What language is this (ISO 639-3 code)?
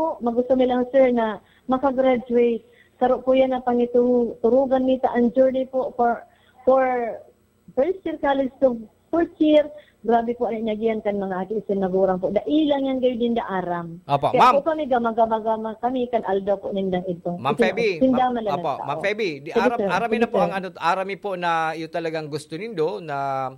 bik